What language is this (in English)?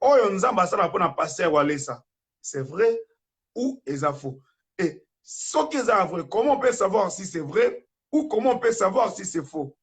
Lingala